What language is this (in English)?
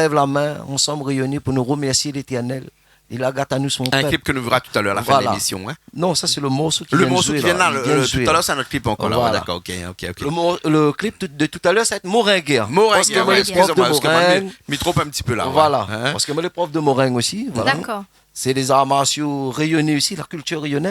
Réunion Creole French